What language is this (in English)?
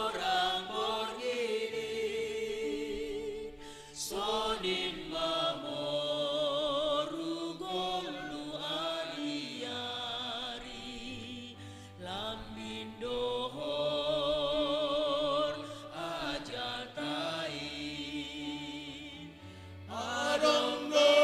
Batak Simalungun